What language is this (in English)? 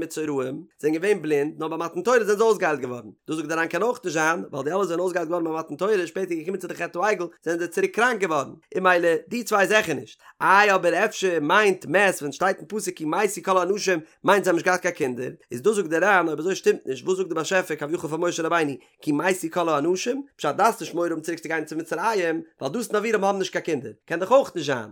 Yiddish